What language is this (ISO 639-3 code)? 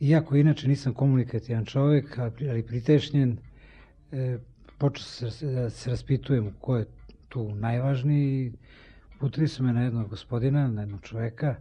srp